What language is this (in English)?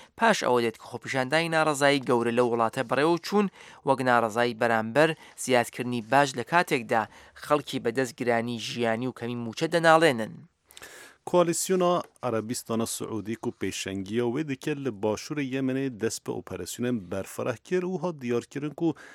Central Kurdish